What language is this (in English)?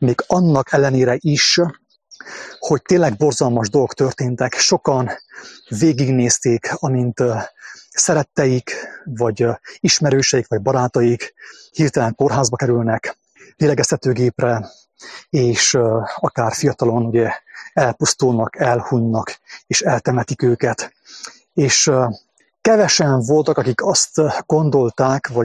Hungarian